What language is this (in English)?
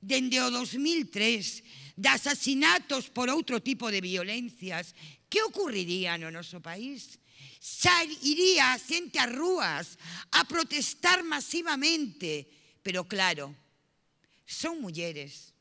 Galician